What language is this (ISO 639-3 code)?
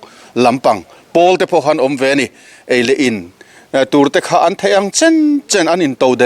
lus